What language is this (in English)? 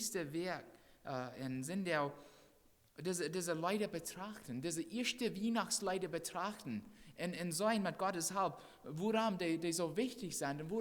Plautdietsch